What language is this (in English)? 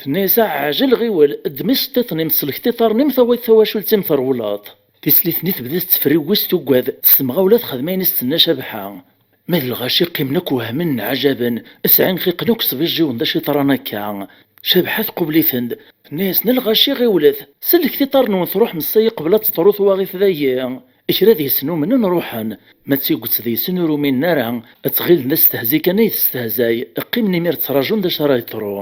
Kabyle